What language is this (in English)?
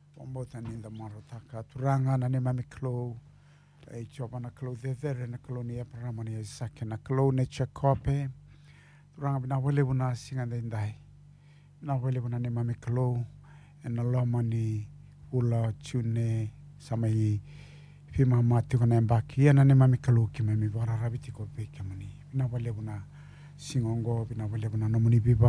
Fijian